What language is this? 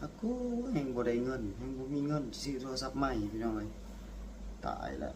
Lao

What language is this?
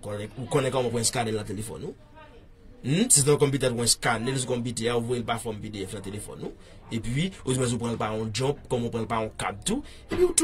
Haitian Creole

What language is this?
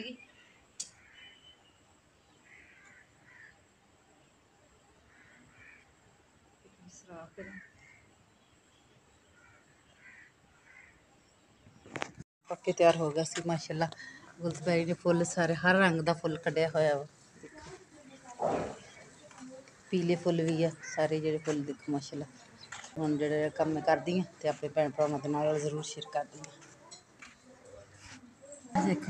Punjabi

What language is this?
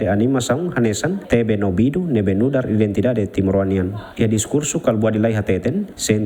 Tetum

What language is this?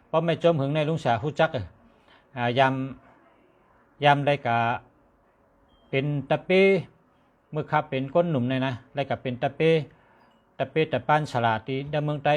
Shan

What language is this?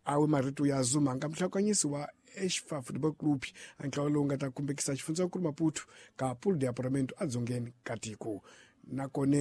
Tsonga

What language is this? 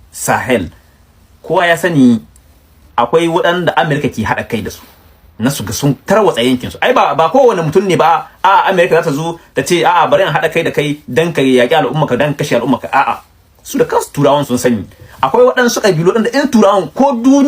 Hausa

